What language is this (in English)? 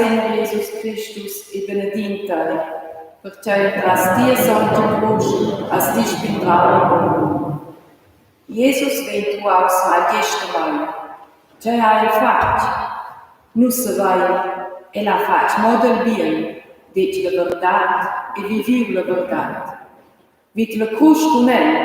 Romansh